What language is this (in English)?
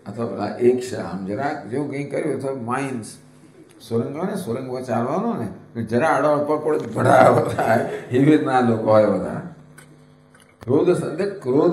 Gujarati